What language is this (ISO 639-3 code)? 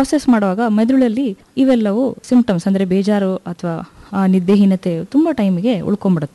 kan